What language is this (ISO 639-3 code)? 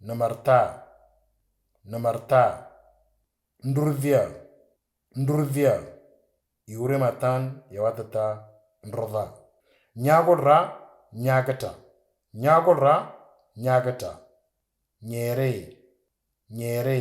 mor